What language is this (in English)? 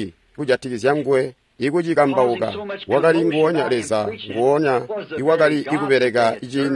Tonga (Zambia)